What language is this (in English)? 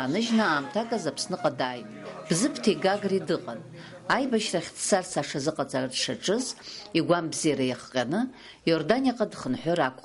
Abkhazian